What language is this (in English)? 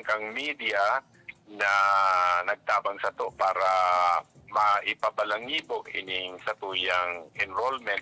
Bikol